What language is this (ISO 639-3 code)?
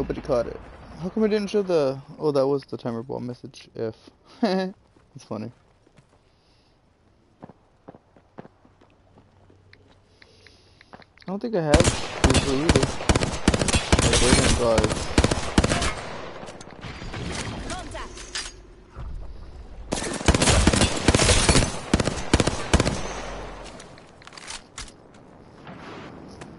eng